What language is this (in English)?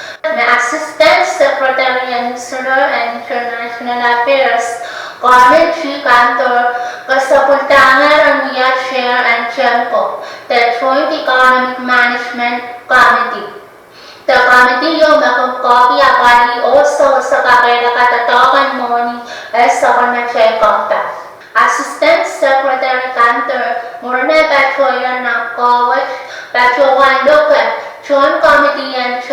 Pohnpeian